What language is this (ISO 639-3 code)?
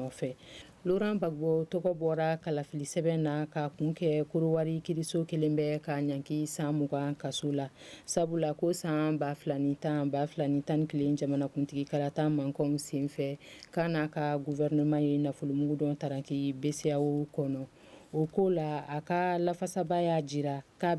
bam